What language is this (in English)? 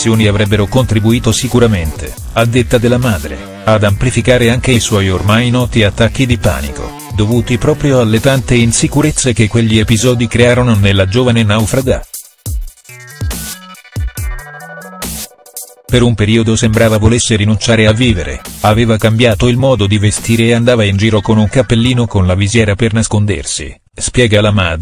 Italian